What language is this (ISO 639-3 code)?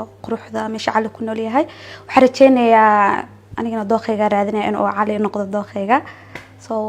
som